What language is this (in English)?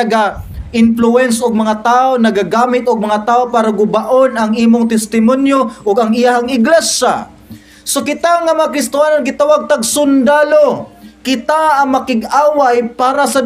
Cebuano